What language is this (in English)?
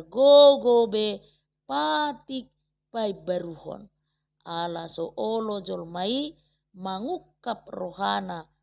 Batak Toba